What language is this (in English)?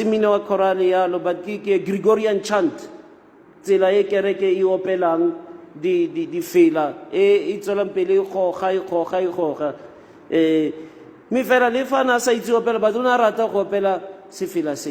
Tswana